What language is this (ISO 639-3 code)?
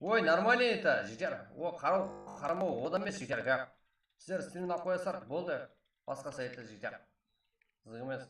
kaa